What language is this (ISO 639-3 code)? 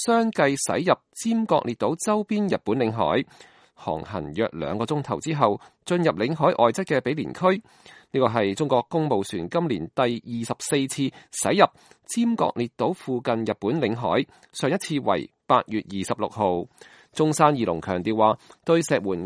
yue